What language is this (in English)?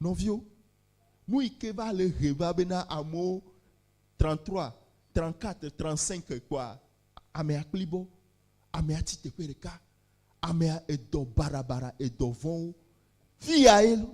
Ewe